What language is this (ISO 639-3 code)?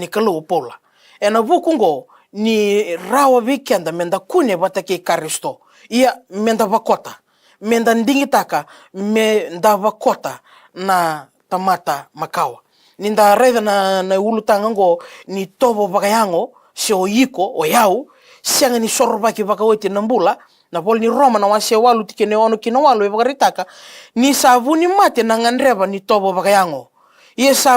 fij